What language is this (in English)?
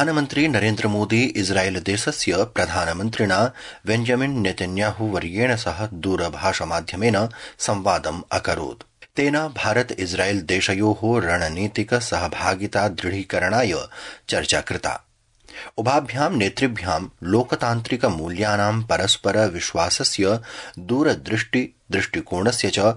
Sanskrit